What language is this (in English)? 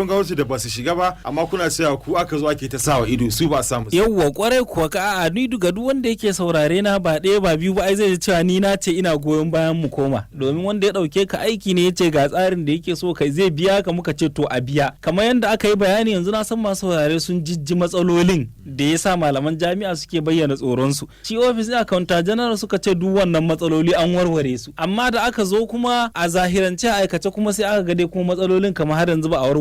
Hausa